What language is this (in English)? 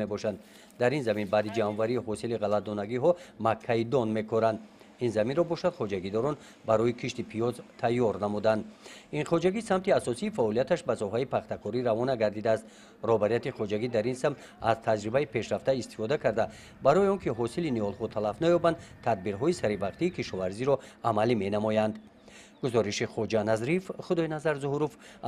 Tajik